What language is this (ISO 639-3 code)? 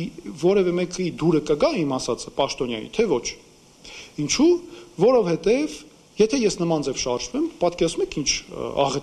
hye